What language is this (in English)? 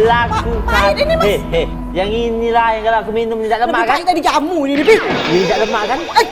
Musi